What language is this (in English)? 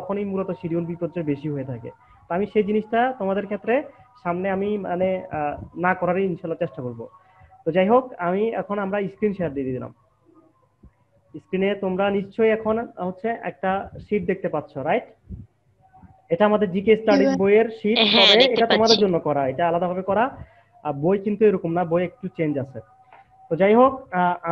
Bangla